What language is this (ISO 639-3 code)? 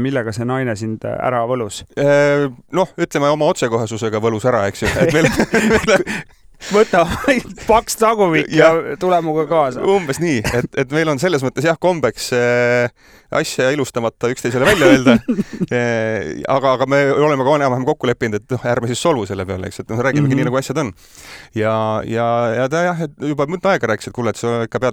est